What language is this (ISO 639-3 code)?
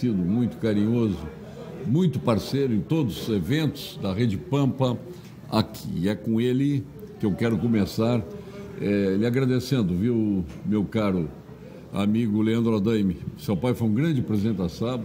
por